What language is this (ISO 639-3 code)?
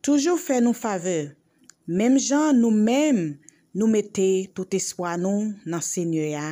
hat